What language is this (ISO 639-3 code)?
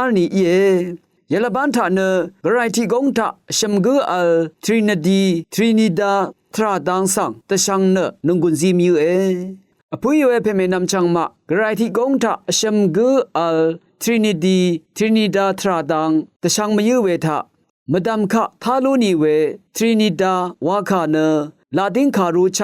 raw